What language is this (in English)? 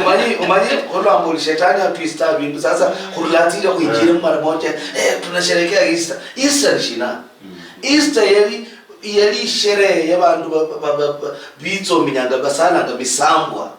Luyia